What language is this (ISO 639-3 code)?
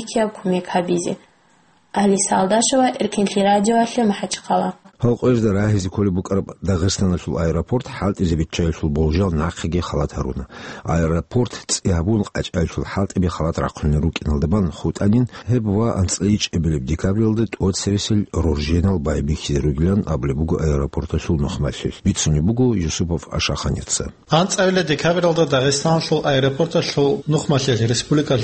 ava